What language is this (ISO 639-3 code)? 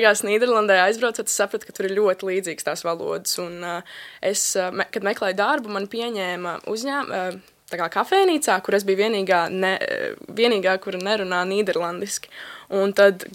lav